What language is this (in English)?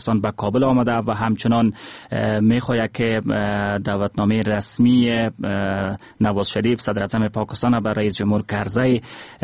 Persian